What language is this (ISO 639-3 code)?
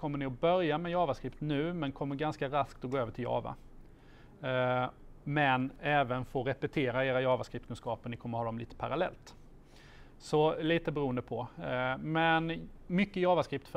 swe